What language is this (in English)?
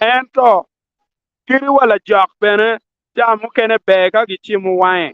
Acoli